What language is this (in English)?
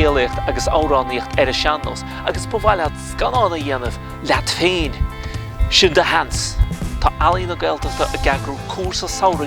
Irish